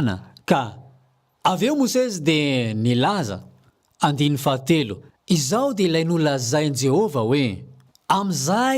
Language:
Malagasy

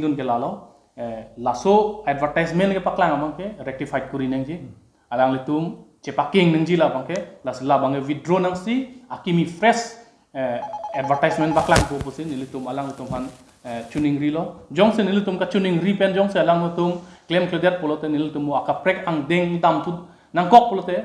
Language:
Karbi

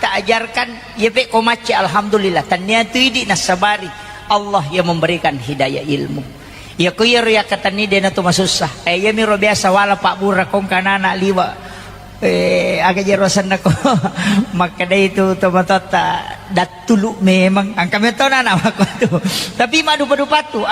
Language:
Buginese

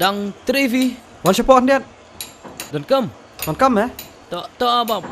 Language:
Khasi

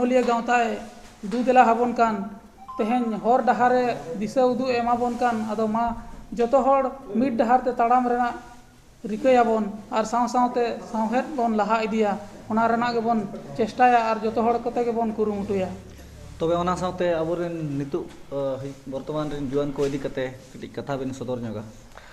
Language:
Santali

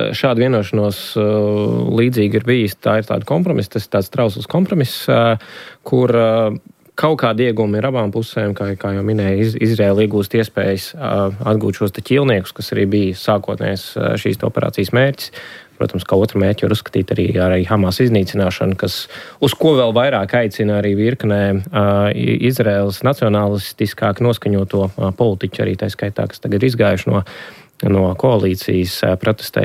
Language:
Latvian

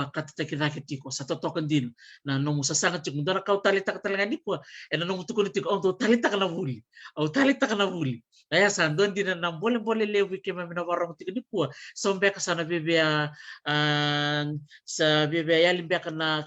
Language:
Fijian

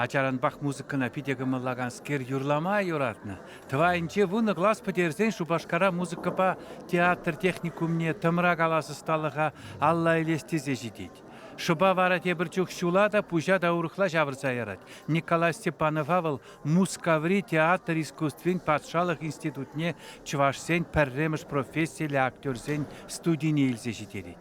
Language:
Chuvash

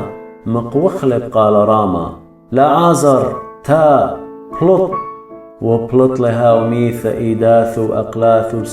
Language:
Assyrian Neo-Aramaic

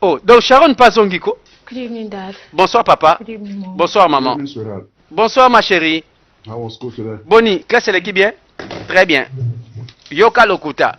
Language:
Lingala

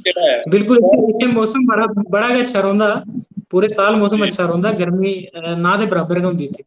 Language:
Dogri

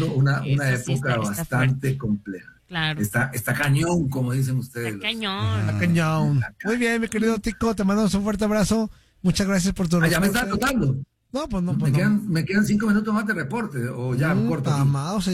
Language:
Spanish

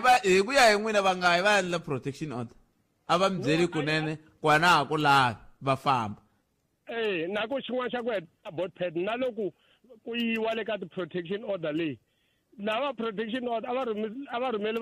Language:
Tsonga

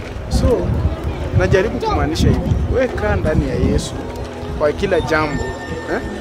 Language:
Swahili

